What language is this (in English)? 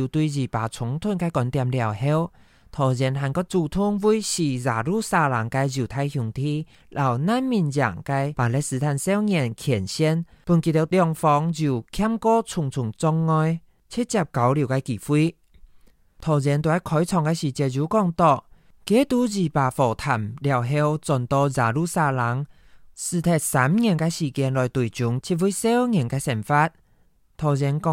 Hakka Chinese